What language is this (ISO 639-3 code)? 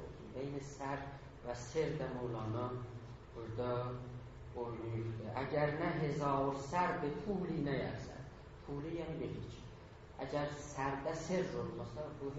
azb